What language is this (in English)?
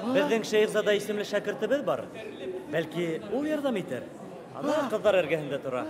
Bashkir